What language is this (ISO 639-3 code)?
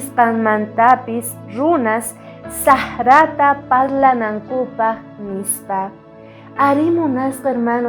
quh